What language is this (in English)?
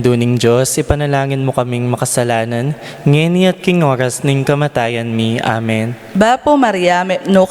Pampanga